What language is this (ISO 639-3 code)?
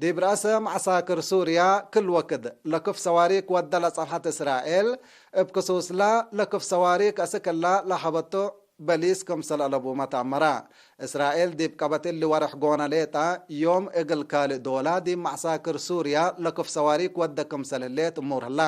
tig